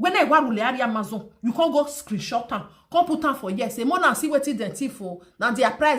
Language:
Nigerian Pidgin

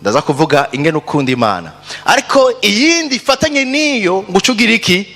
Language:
Rundi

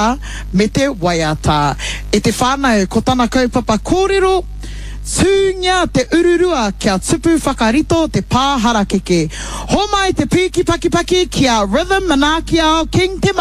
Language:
Māori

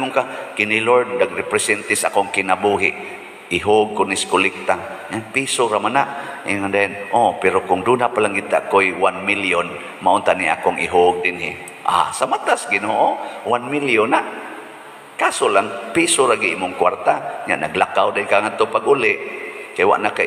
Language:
Cebuano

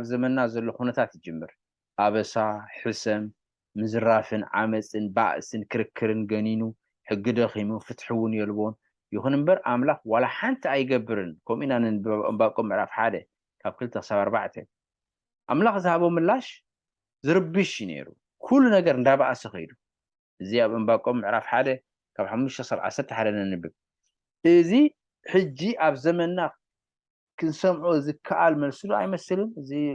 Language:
Tigrinya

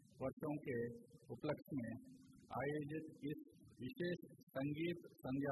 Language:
Hindi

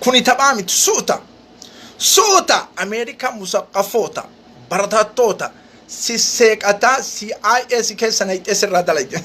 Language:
Oromo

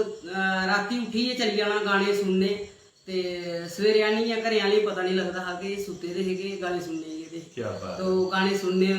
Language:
Dogri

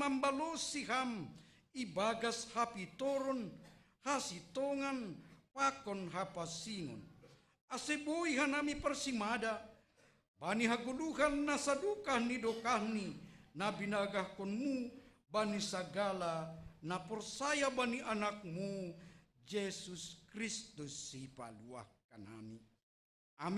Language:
Batak Simalungun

